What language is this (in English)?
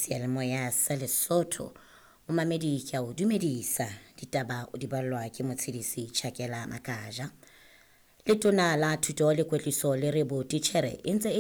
Southern Sotho